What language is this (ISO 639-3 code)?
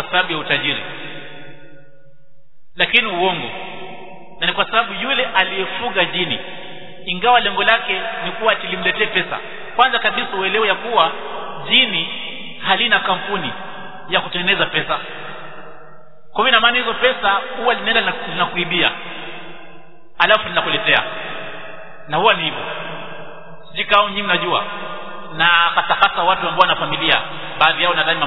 swa